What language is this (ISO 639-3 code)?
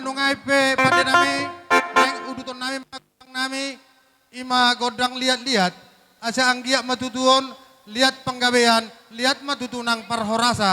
bbc